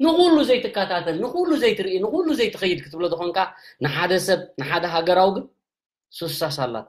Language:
Tigrinya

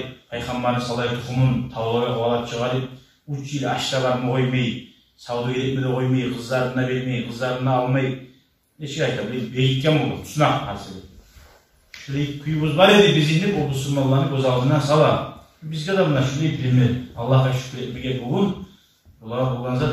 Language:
Kumyk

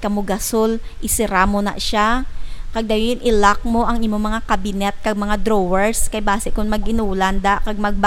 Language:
Hiligaynon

